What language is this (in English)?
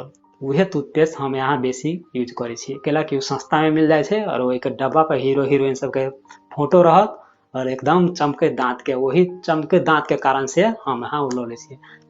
Maithili